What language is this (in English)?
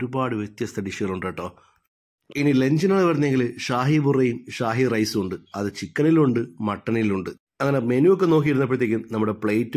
Malayalam